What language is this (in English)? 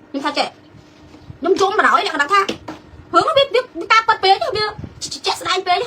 Khmer